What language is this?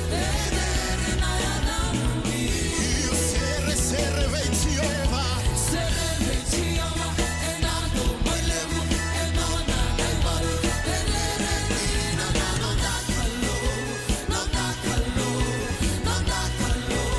Fijian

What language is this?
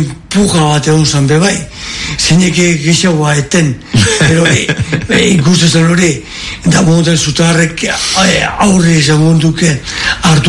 Basque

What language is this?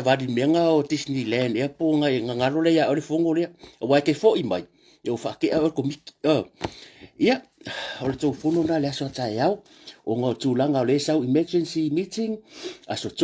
Samoan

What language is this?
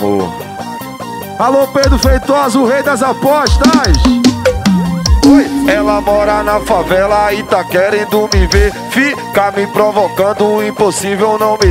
Portuguese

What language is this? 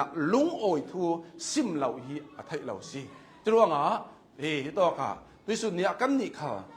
Hakha Chin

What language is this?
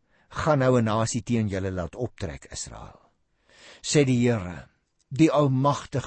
Afrikaans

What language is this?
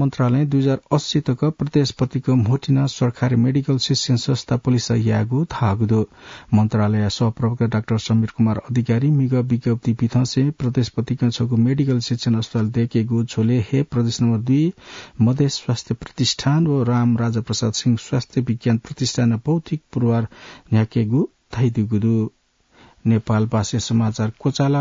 Newari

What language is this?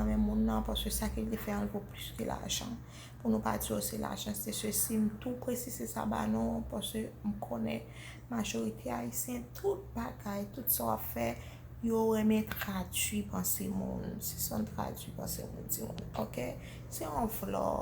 Haitian Creole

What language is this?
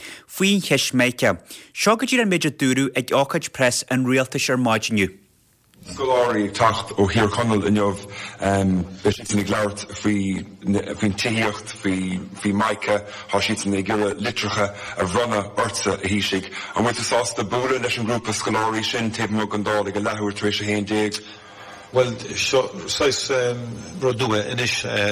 Irish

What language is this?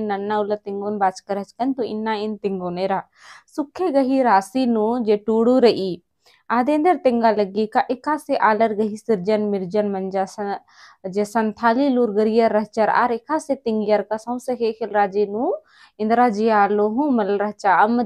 Kurukh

